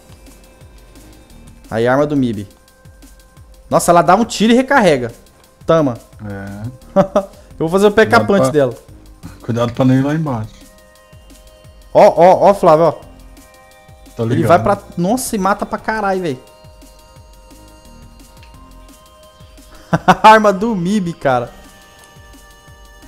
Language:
Portuguese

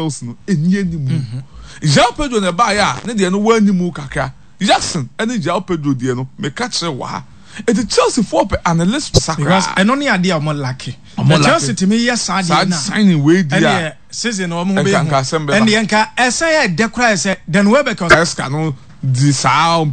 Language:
Akan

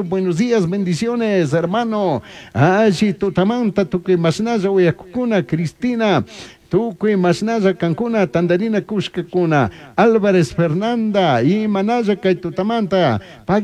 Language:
Chimborazo Highland Quichua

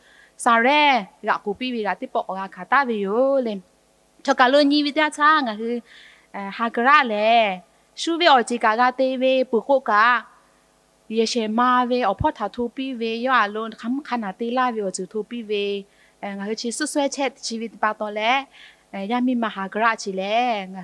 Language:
Lahu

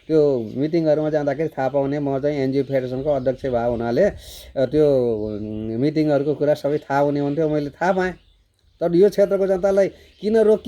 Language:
Nepali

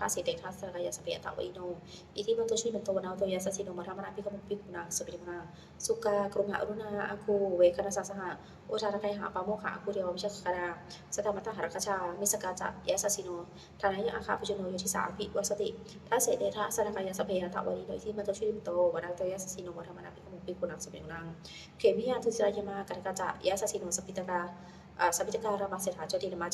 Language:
Pali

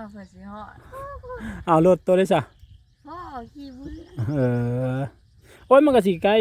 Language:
Northeastern Thai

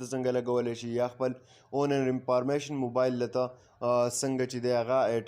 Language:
Pashto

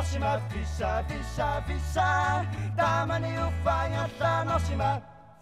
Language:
Kalaallisut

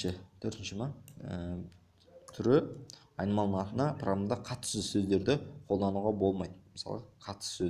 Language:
Kazakh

